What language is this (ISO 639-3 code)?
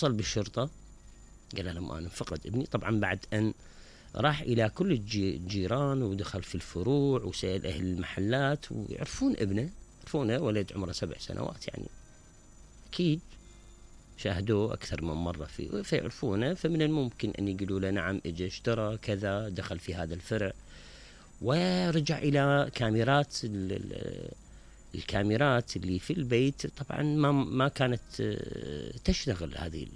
acm